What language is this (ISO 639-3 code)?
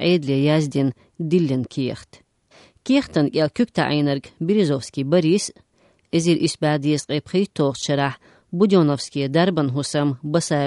che